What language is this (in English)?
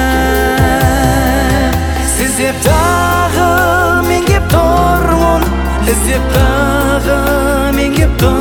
Kazakh